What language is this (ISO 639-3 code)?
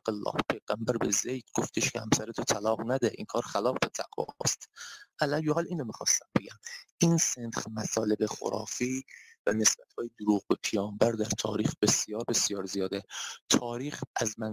fas